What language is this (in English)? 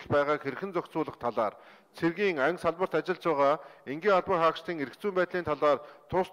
Mongolian